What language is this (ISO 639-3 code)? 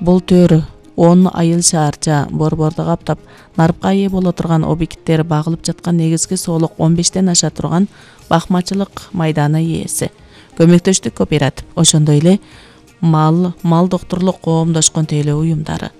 kir